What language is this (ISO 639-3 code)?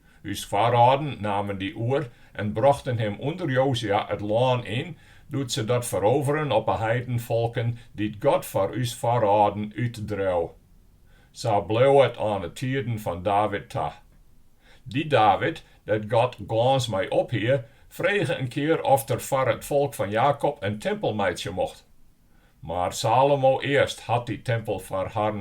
fry